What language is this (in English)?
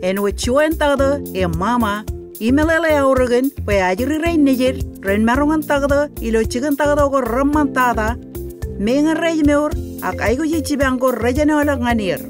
Marshallese